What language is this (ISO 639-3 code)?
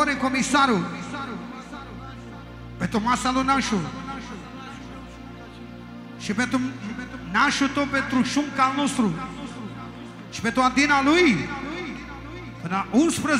ron